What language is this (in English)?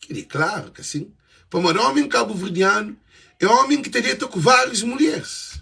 Kabuverdianu